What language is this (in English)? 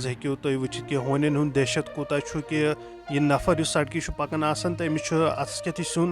Kashmiri